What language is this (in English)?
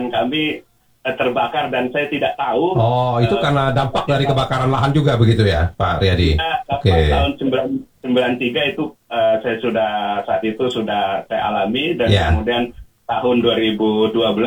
Indonesian